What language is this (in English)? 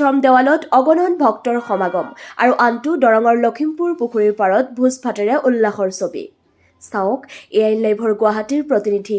Assamese